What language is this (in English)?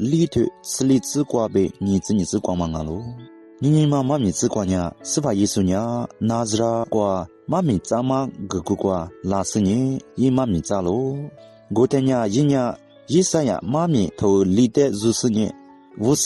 Lisu